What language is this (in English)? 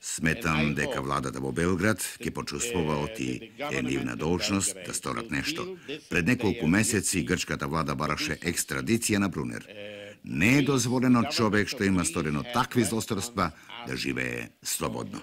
Macedonian